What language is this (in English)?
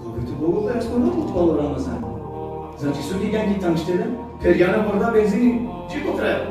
Balkan Romani